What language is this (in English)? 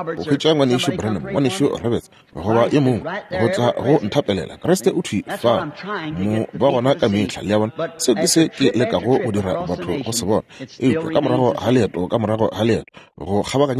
Northern Sotho